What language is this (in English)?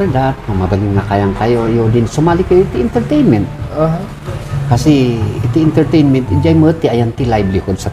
Iloko